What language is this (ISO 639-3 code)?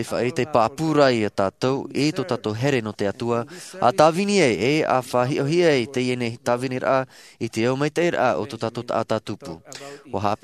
tah